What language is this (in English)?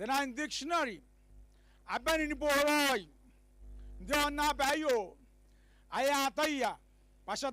Gilbertese